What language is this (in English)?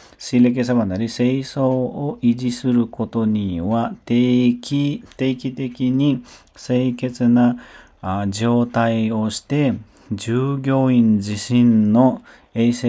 Nepali